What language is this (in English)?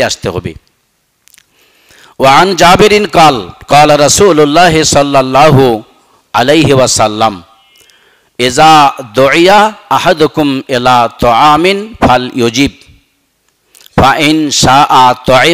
Bangla